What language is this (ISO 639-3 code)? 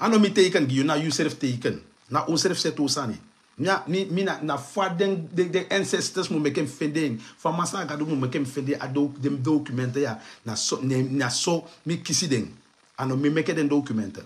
srn